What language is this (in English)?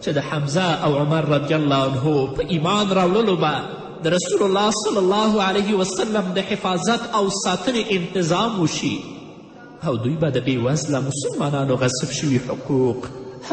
Pashto